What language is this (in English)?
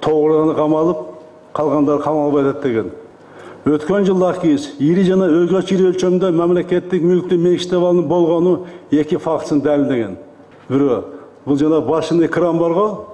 Kyrgyz